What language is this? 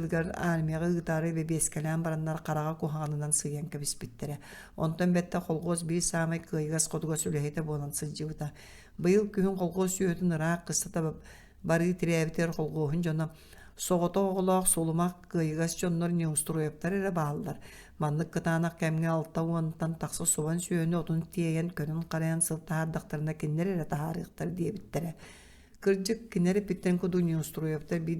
Yakut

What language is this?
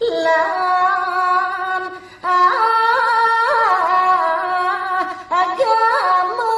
Balinese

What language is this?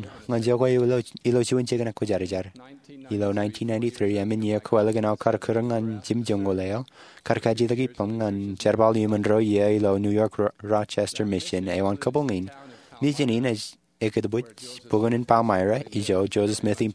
Marshallese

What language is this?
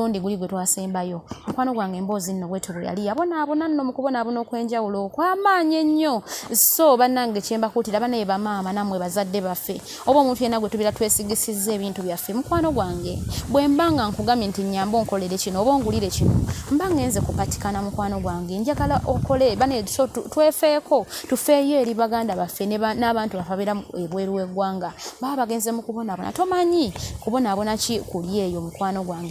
Ganda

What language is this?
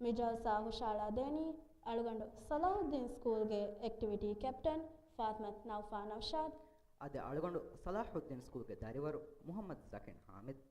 Divehi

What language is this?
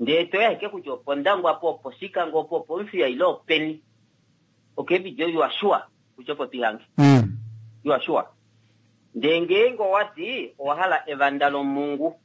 Kuanyama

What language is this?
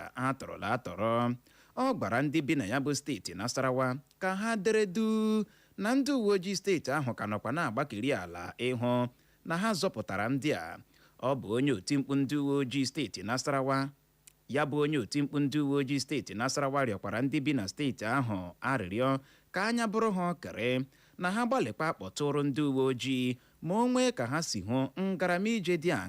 Igbo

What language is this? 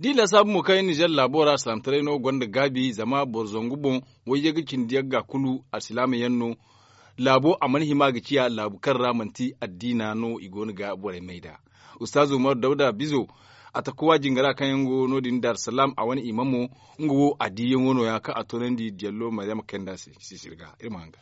Zarma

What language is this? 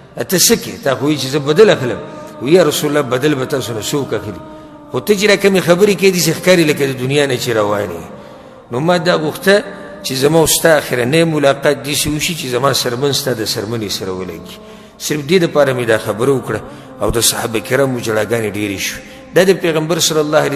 Pashto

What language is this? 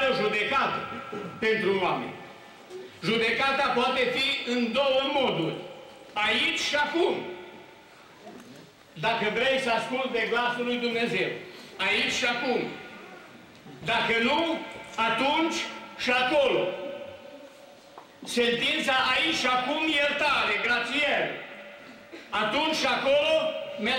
Romanian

